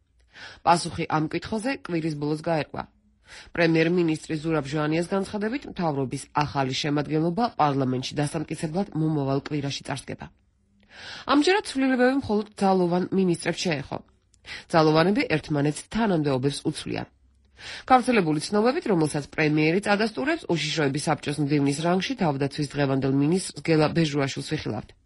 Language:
Georgian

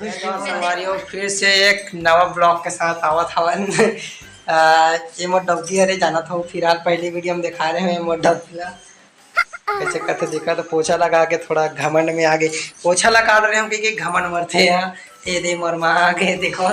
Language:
Chhattisgarhi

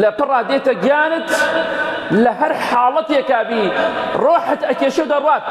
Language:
Central Kurdish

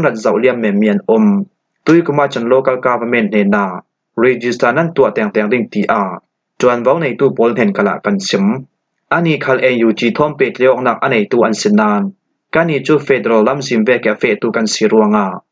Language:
Falam Chin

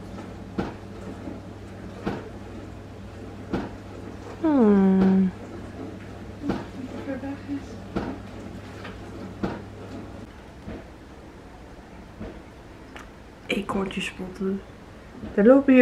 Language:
Dutch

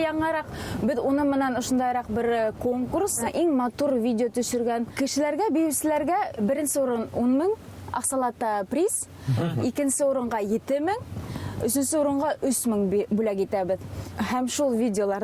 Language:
Bashkir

